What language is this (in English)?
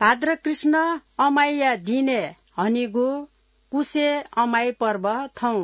Newari